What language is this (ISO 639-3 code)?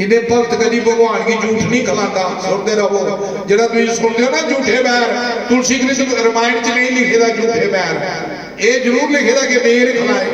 doi